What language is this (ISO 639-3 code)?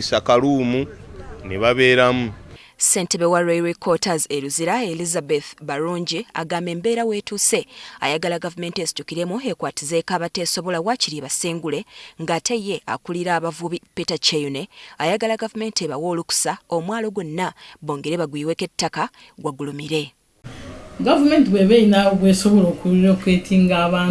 lug